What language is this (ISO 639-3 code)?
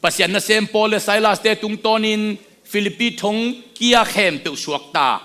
ctd